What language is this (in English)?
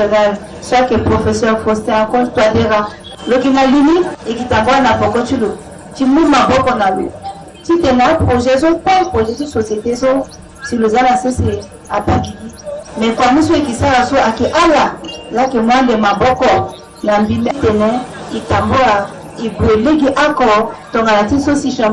Sango